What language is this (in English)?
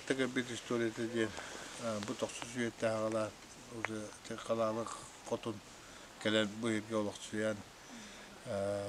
Yakut